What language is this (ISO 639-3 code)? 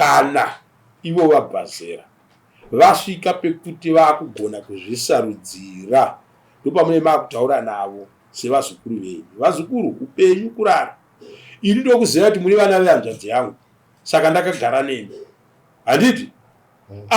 sna